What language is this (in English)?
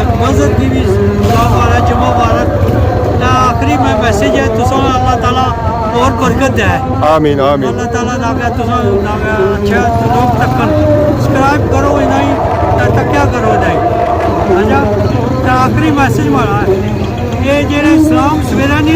Pahari-Potwari